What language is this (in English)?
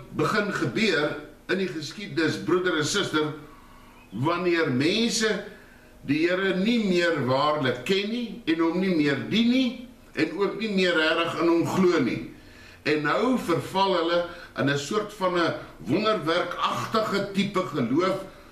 Afrikaans